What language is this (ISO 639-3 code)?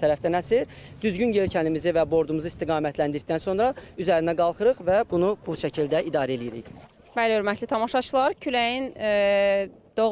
aze